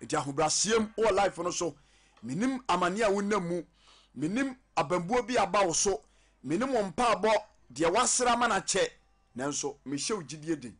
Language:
Akan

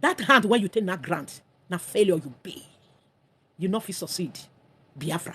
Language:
Nigerian Pidgin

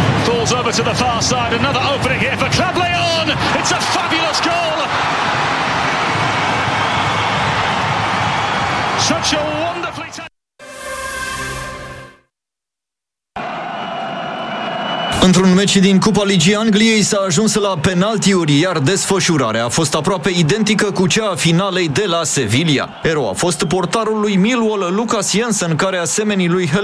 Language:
Romanian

